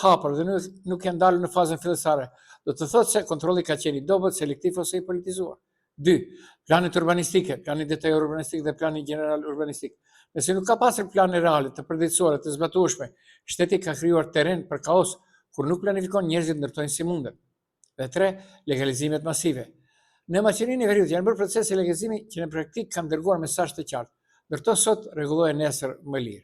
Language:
Albanian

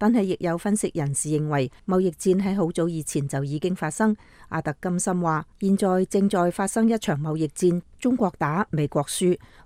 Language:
Cantonese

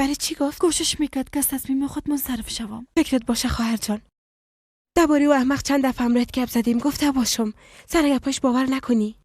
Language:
Persian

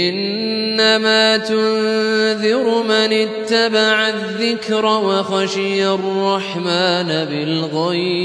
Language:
Arabic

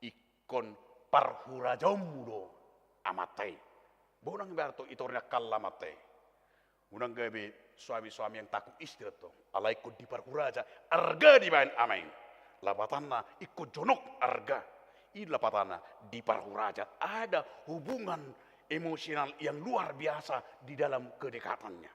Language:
Batak Toba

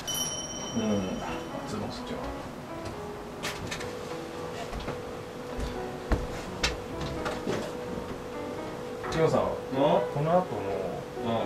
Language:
Japanese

